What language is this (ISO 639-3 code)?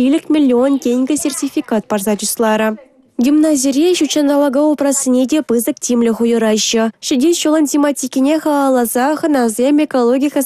chv